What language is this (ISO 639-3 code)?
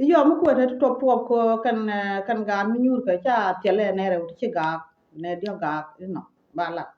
nus